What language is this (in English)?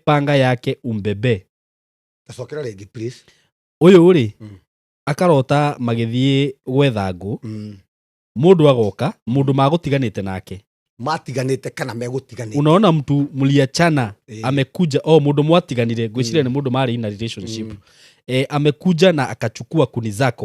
Kikuyu